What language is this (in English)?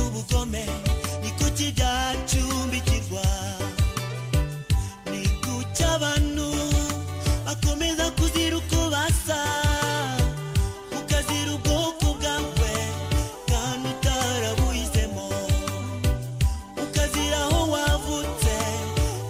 Kinyarwanda